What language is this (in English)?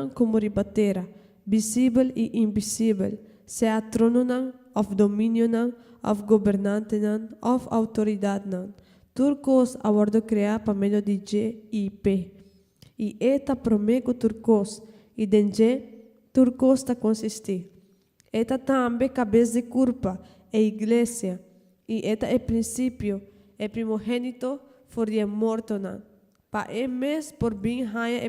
Papiamento